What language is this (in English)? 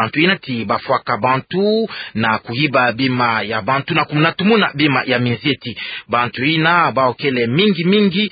Kituba (Democratic Republic of Congo)